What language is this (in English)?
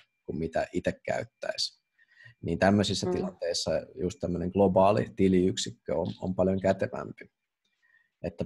Finnish